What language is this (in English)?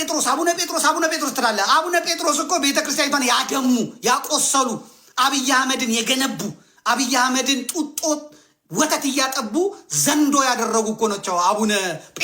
Amharic